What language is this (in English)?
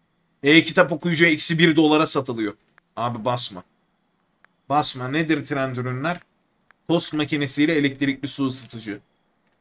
Turkish